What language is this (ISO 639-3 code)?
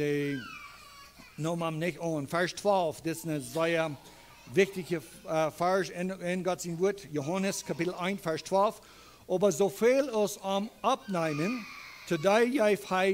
pdt